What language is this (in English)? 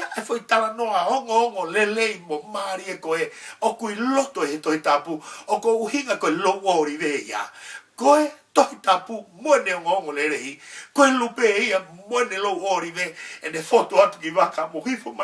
Tongan